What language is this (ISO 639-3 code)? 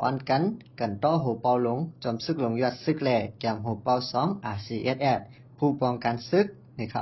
shn